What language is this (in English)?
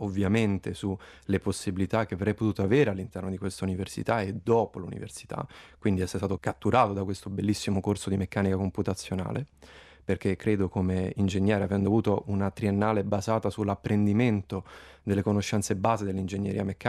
Italian